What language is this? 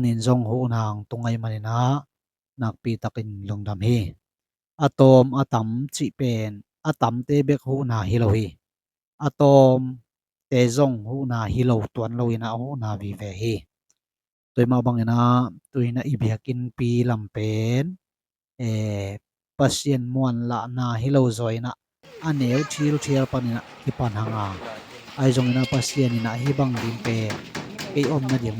Tedim Chin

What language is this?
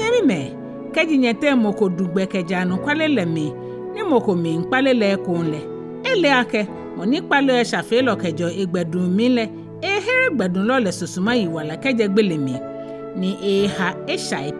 Ga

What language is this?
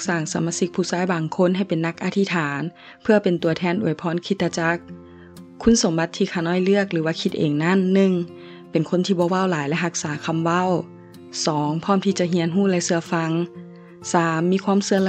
Lao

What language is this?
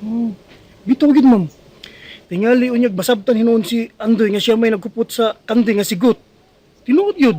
Cebuano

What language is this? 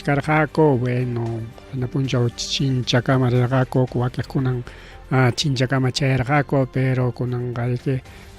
Ayacucho Quechua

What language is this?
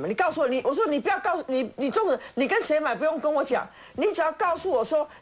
Chinese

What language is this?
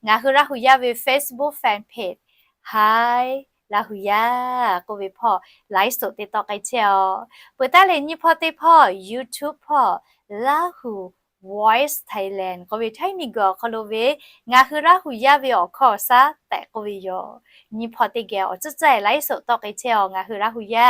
Lahu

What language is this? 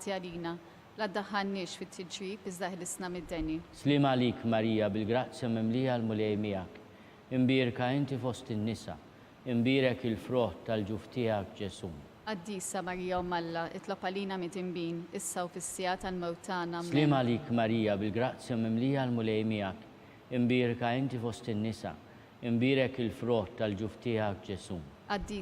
Maltese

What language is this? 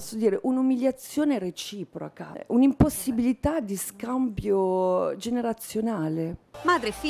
Italian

